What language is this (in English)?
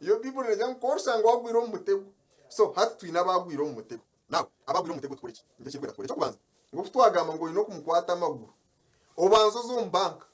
Nyankole